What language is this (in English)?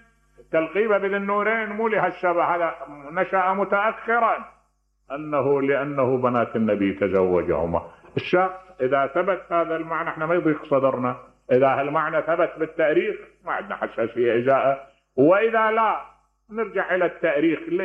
Mesopotamian Arabic